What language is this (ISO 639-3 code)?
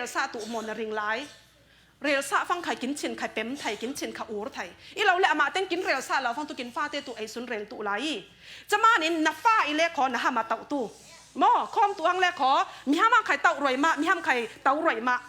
cfm